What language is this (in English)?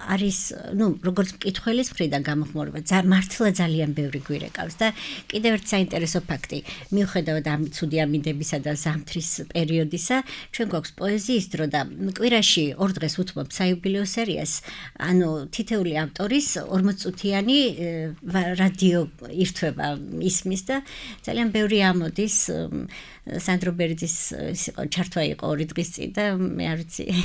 Georgian